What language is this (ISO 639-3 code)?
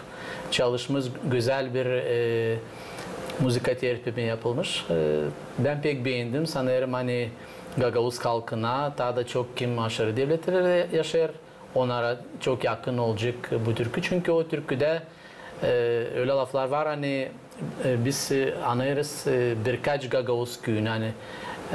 gag